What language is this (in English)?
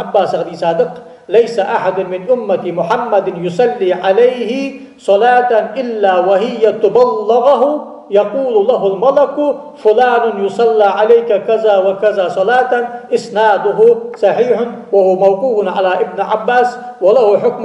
Ingush